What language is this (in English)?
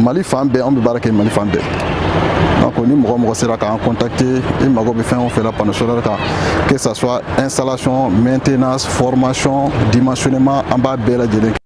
Bambara